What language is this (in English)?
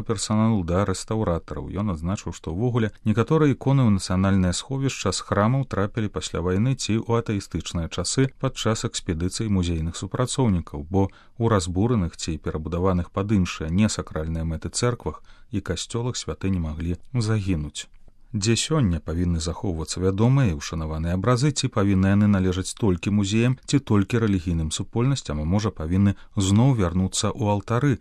Belarusian